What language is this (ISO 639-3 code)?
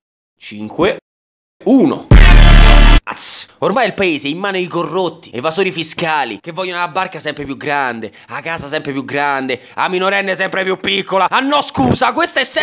ita